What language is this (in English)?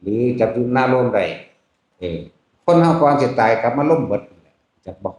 Northeastern Thai